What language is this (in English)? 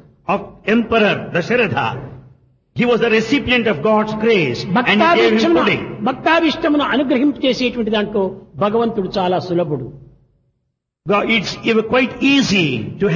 Telugu